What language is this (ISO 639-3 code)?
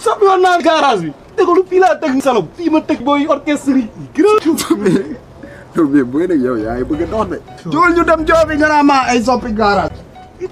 wol